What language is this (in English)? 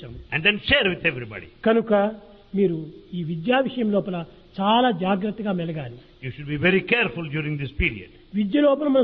Telugu